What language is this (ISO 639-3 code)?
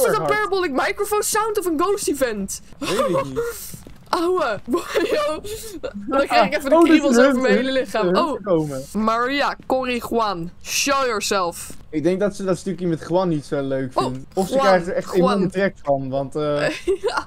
nld